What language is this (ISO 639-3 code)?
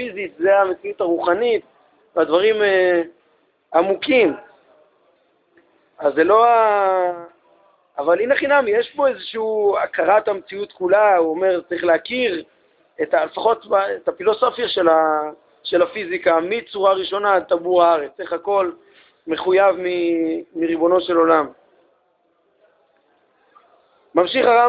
heb